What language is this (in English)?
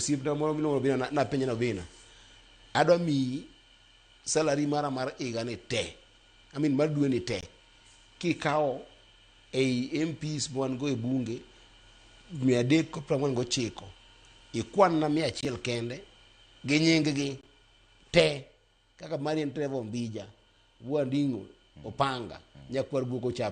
Luo (Kenya and Tanzania)